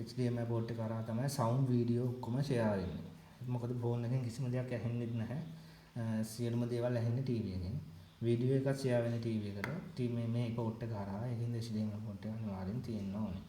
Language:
Sinhala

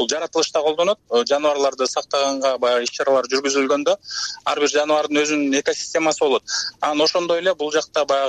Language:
Kyrgyz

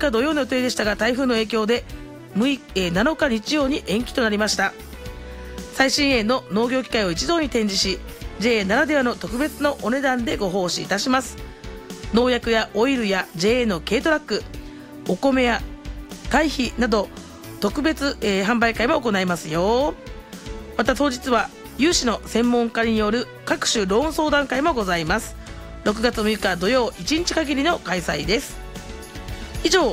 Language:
Japanese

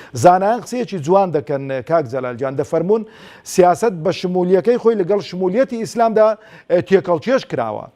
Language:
Central Kurdish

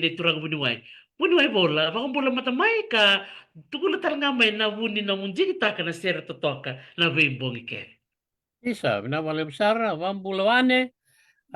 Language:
Fijian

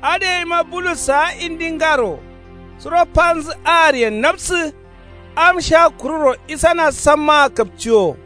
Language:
Kanuri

